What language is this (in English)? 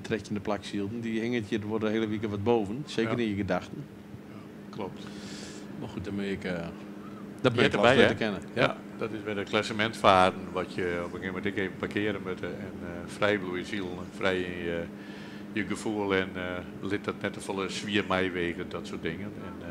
Western Frisian